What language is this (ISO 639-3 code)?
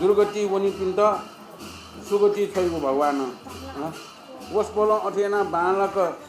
new